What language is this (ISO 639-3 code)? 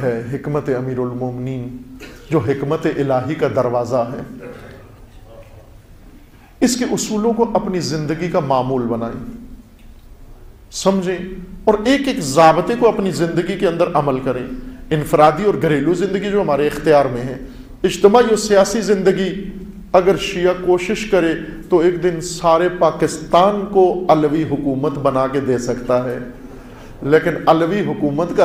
urd